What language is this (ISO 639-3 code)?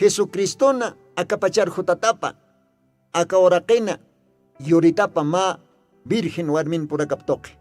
aym